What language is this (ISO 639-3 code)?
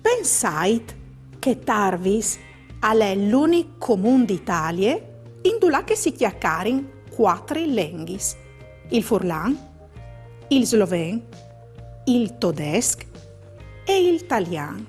fur